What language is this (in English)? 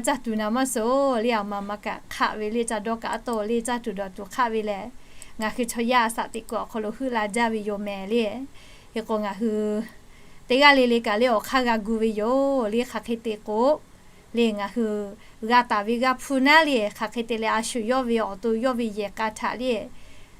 Lahu